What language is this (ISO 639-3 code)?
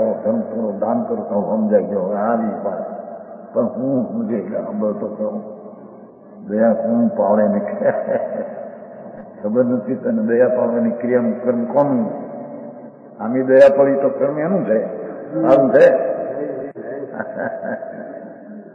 guj